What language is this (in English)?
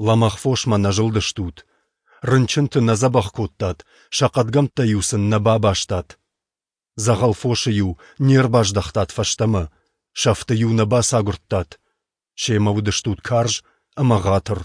Ossetic